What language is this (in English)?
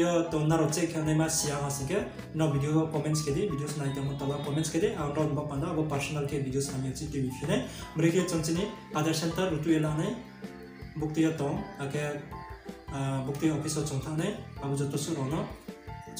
Riang (India)